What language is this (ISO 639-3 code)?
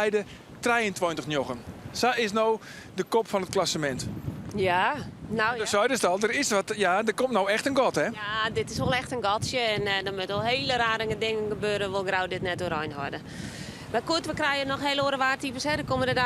fry